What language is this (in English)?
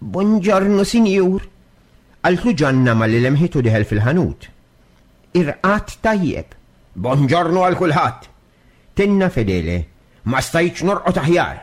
Maltese